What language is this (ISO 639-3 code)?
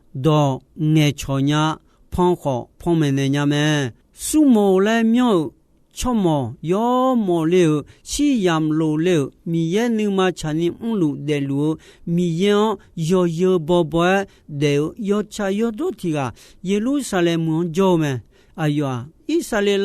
ahk